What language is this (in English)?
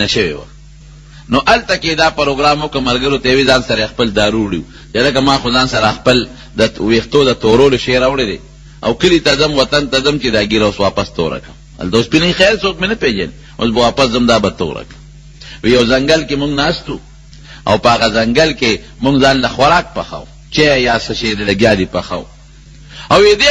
Pashto